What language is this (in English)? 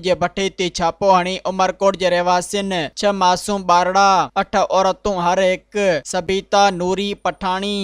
Sindhi